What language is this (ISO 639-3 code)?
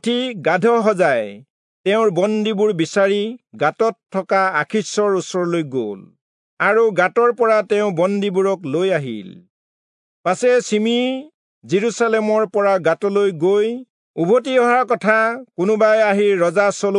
asm